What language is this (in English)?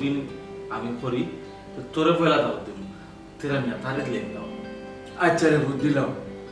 Sylheti